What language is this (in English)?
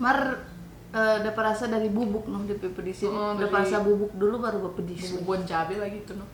Manado Malay